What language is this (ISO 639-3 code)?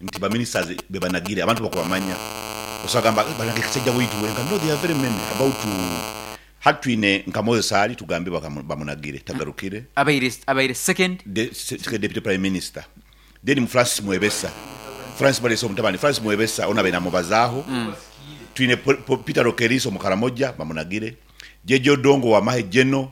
nyn